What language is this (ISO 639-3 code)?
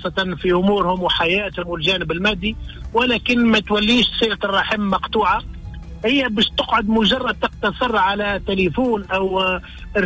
aeb